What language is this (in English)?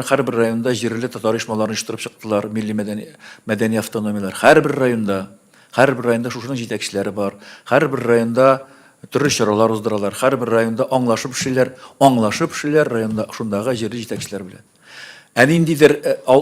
Tatar